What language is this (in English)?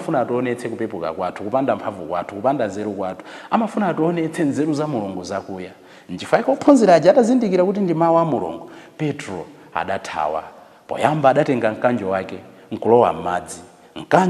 Nyanja